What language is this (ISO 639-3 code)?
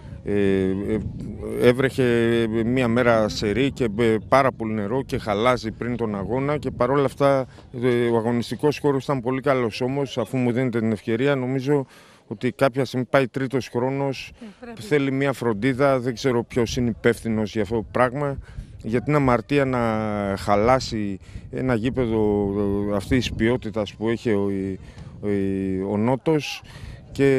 ell